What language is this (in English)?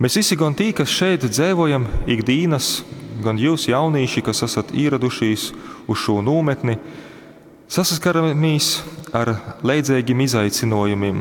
Latgalian